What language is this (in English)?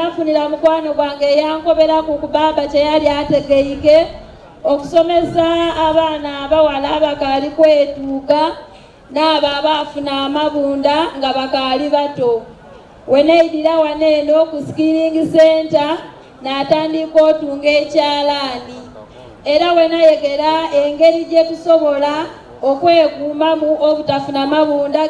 Soga